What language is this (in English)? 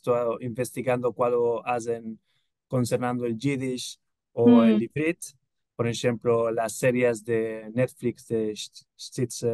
Ladino